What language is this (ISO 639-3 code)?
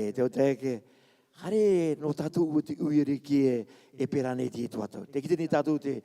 rar